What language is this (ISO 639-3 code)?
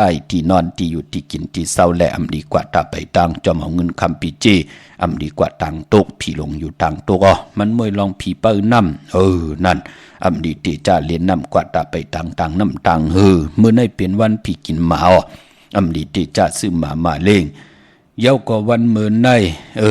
shn